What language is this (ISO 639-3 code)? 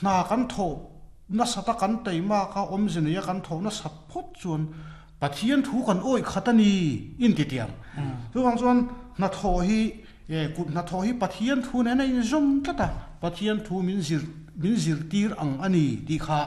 lus